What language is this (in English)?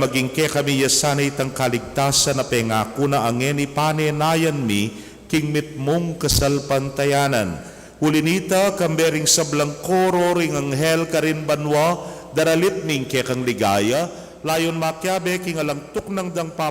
Pampanga